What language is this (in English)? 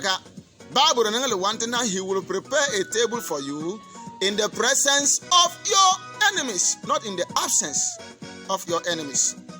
Bimoba